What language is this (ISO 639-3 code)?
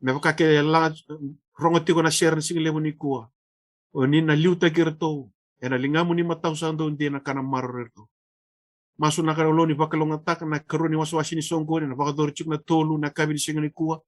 fij